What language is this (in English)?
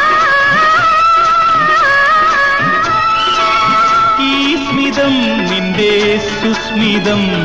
Malayalam